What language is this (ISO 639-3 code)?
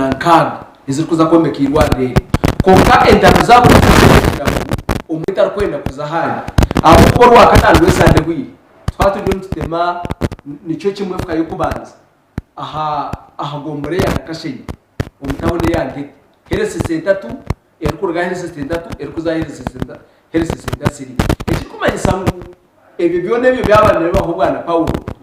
nyn